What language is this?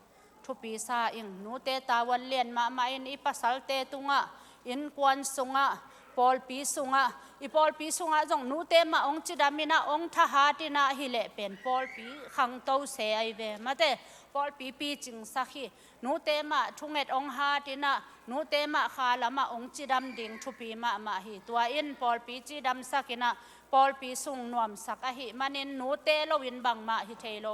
Tedim Chin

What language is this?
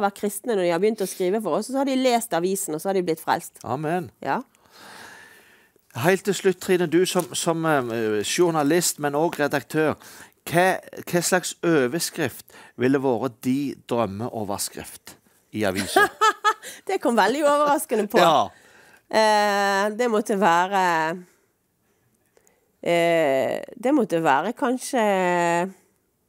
Norwegian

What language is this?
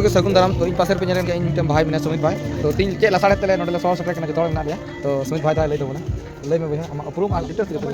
Santali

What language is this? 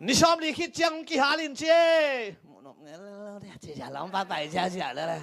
Tedim Chin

